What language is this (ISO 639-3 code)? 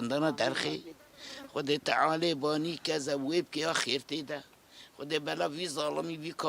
kur